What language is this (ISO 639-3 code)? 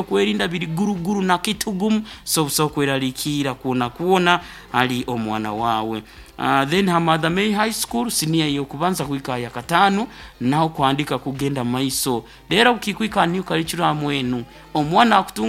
nyo